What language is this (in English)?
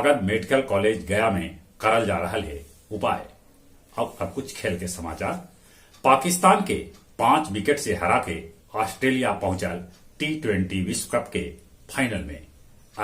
Magahi